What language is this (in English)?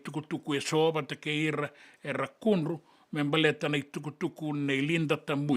Fijian